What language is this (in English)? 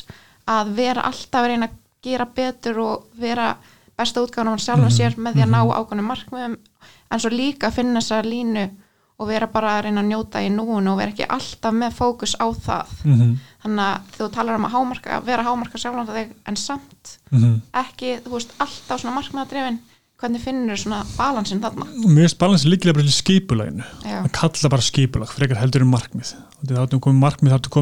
Icelandic